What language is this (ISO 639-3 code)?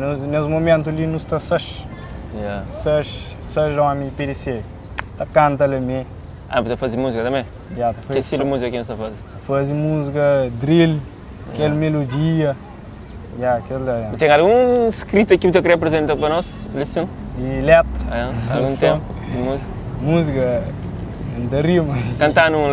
kea